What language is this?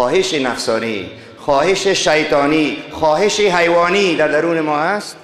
Tajik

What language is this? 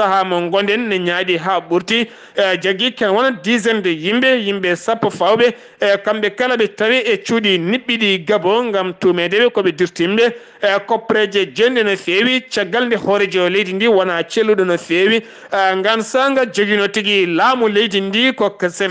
Fula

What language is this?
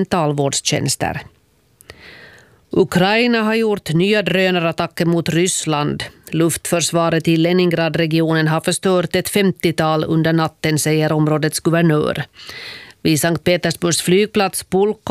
Swedish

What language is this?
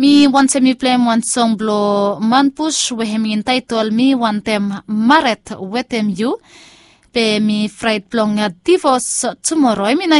Bislama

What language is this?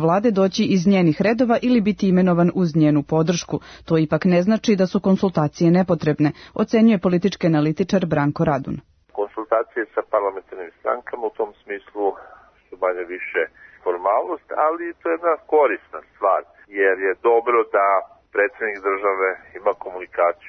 Serbian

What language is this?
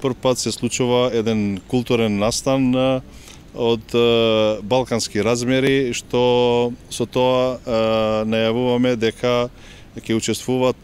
Macedonian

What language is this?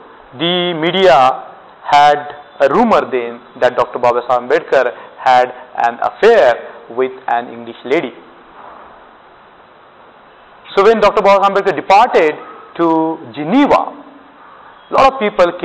English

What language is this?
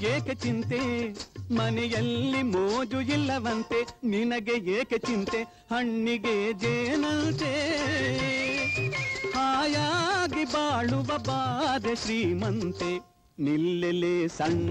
Kannada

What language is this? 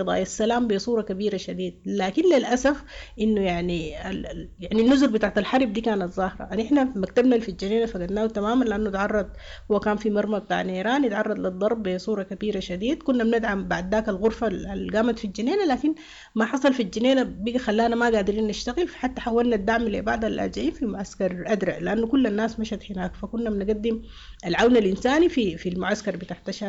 Sudanese Arabic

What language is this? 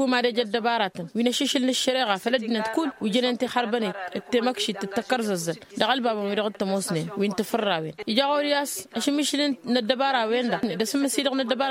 Tamasheq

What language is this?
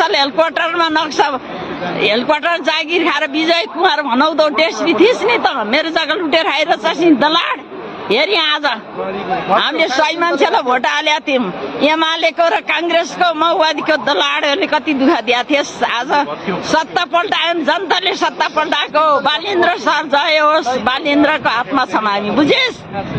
Nepali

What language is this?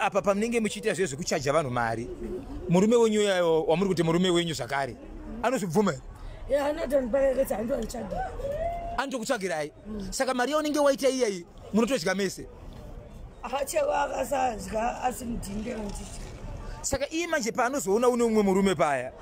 Shona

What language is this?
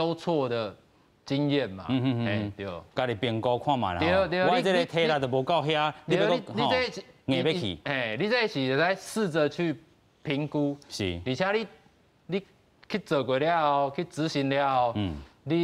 Min Nan Chinese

